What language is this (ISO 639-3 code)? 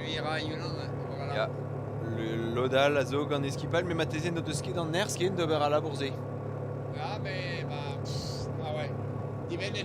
bre